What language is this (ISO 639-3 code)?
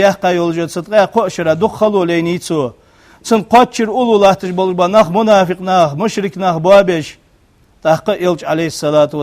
inh